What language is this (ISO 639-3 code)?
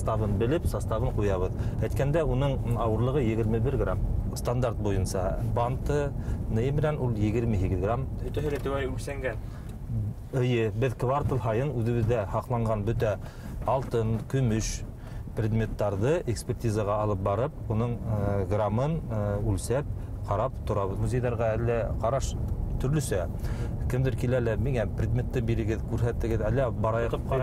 bak